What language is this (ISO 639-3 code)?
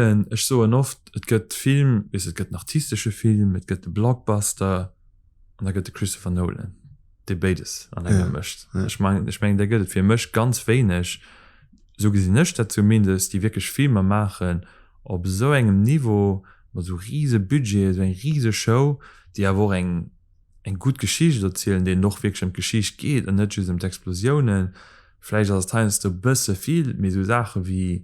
ltz